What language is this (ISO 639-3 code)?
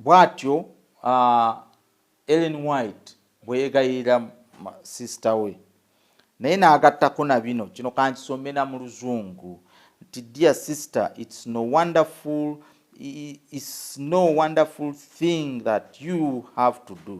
lug